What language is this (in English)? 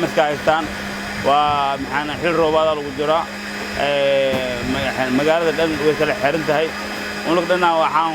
Somali